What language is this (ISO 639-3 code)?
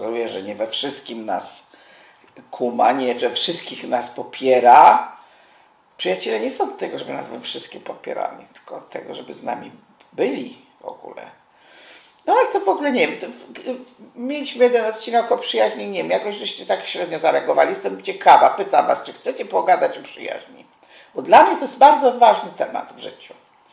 pol